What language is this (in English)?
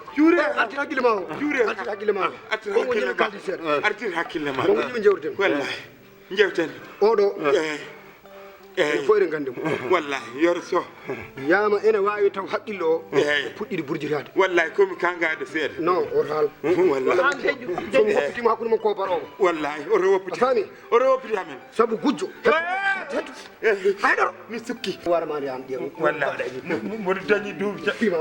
Fula